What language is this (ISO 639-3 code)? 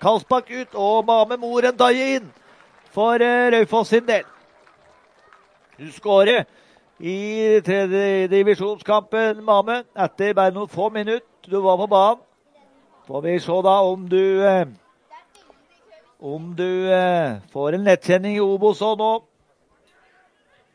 nor